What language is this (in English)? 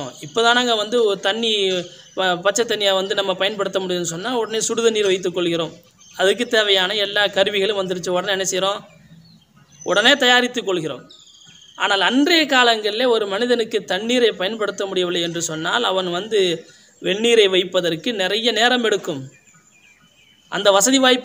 Tamil